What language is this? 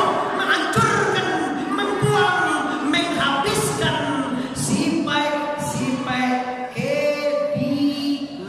Minangkabau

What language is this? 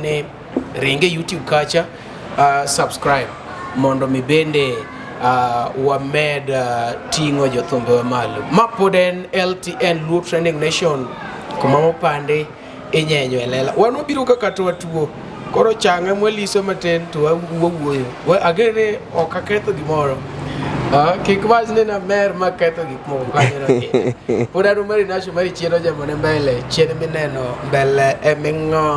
Luo (Kenya and Tanzania)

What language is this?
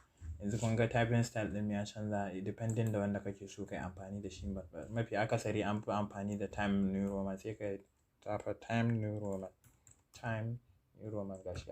Hausa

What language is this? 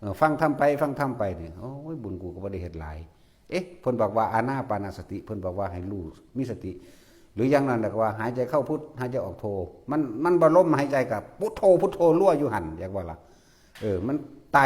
Northeastern Thai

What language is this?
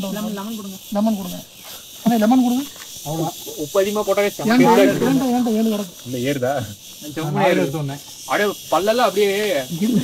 Tamil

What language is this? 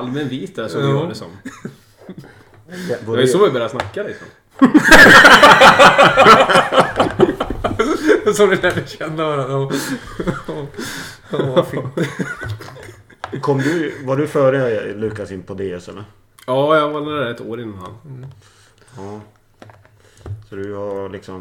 Swedish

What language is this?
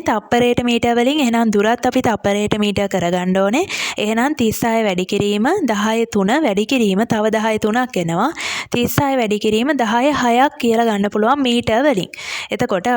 Sinhala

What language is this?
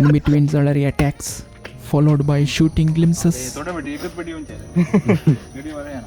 Konkani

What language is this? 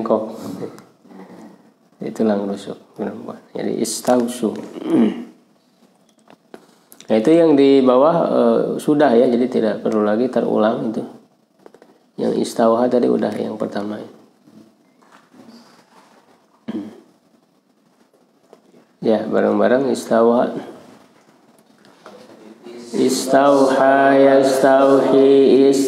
Indonesian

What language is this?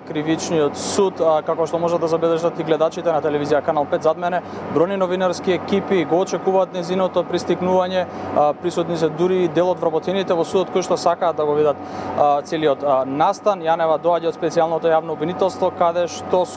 Macedonian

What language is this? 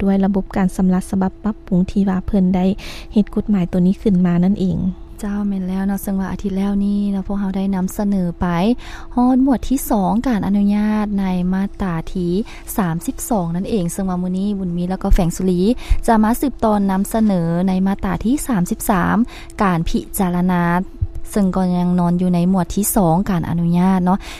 Lao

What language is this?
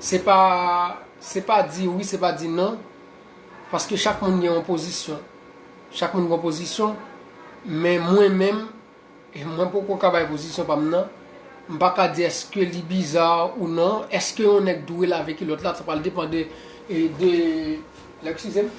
Haitian Creole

